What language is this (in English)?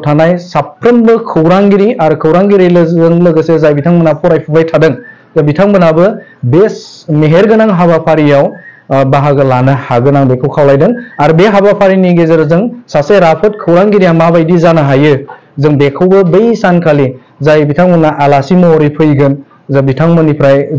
Bodo